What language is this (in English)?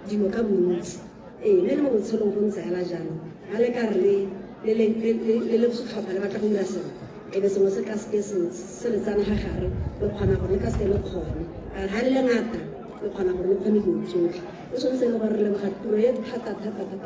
Tswana